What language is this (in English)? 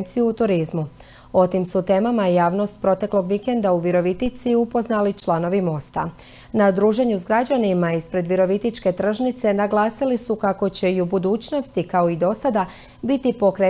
Croatian